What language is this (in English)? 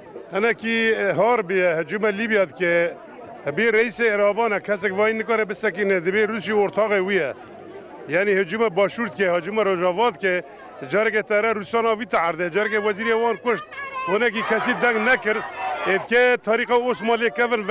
Kurdish